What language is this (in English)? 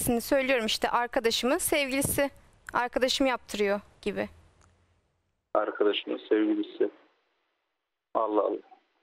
Turkish